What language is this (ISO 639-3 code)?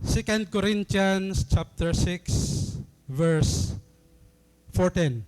war